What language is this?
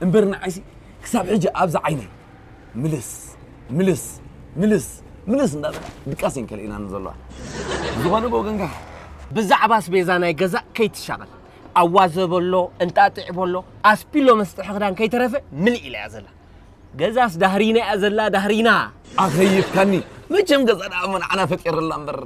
Tigrinya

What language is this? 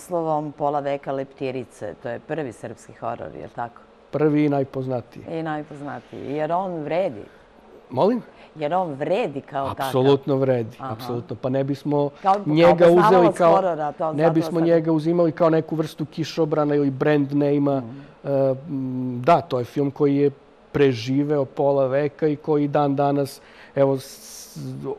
Serbian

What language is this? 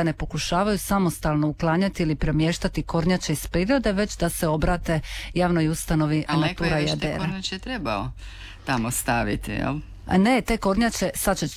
Croatian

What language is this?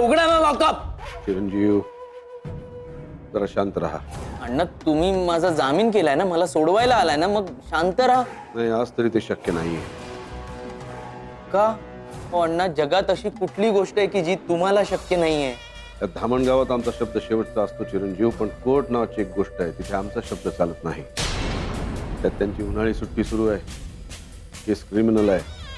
Marathi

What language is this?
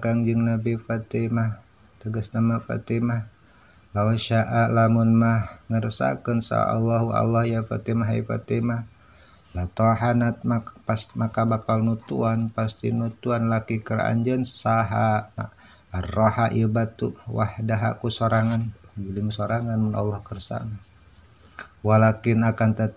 Sundanese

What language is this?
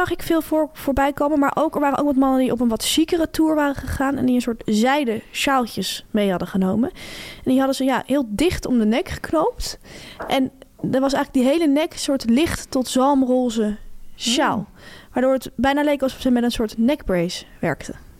Dutch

